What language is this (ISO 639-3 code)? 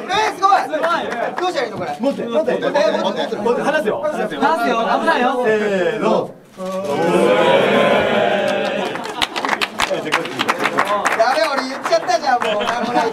jpn